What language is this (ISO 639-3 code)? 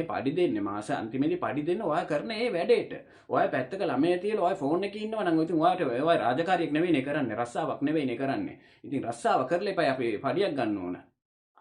sin